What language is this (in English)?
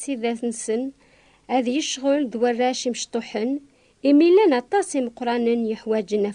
Kabyle